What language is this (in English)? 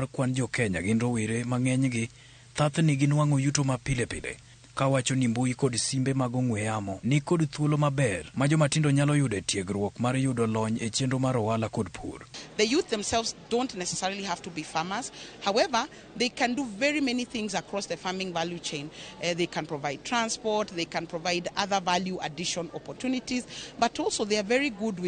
Luo (Kenya and Tanzania)